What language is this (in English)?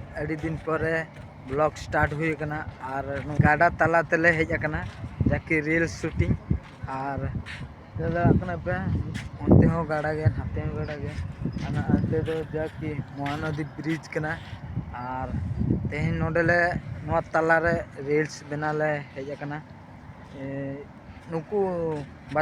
Santali